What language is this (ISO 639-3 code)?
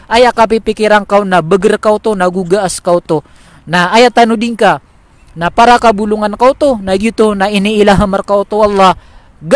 mrw